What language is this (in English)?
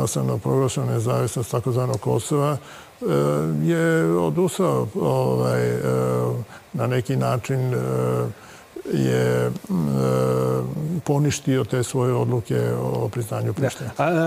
Serbian